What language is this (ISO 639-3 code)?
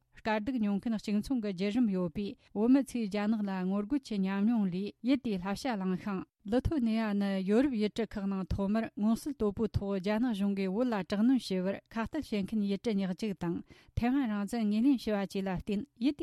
bod